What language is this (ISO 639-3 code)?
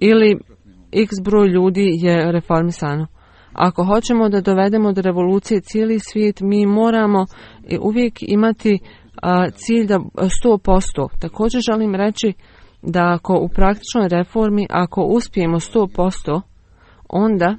bos